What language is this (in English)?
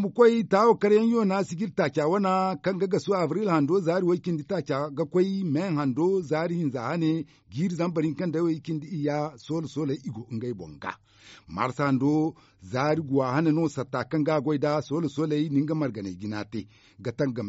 Zarma